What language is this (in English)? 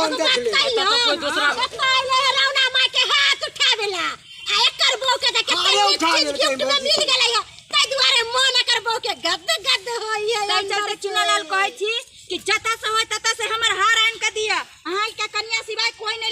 Maithili